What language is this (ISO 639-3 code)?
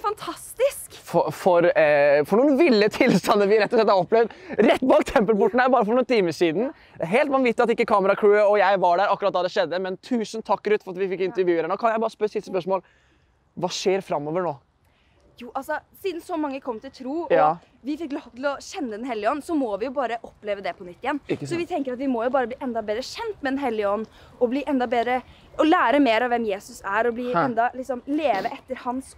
nor